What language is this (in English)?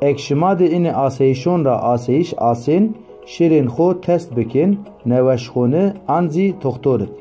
Zaza